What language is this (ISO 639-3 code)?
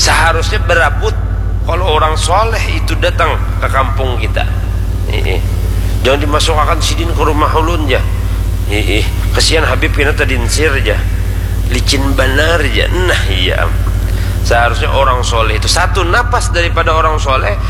bjn